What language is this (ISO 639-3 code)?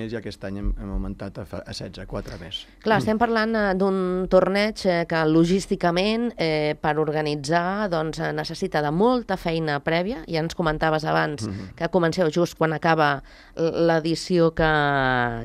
cat